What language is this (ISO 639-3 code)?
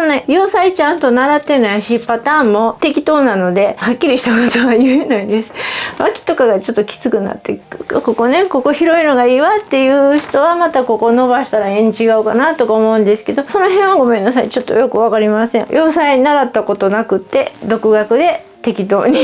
jpn